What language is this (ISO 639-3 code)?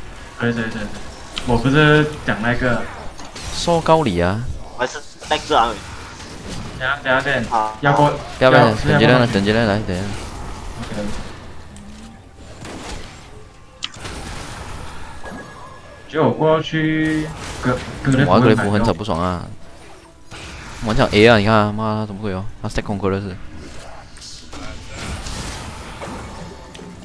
zho